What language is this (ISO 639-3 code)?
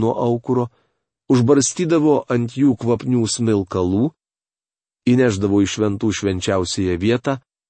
lit